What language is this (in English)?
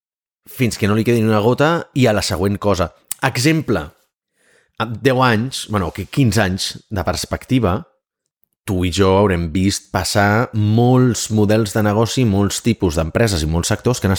Catalan